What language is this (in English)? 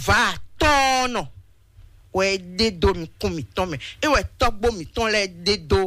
Fon